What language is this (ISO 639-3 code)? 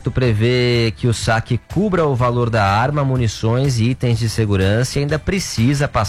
por